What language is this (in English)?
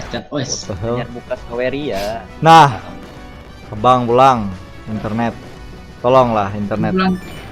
Banjar